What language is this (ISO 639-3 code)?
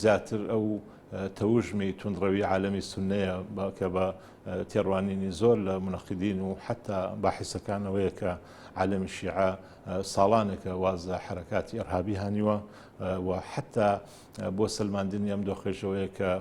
ckb